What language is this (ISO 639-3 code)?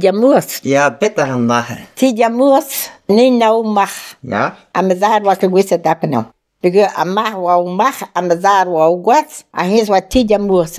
bre